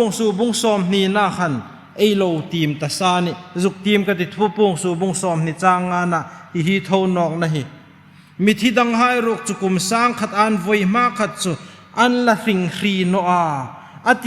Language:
Hmar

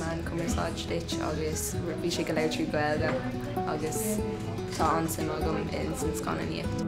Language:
Irish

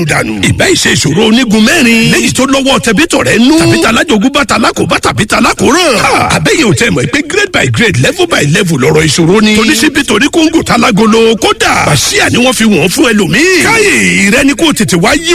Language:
Yoruba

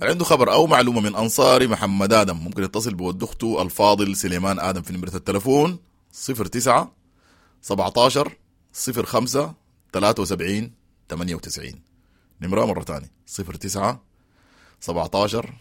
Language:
Sudanese Arabic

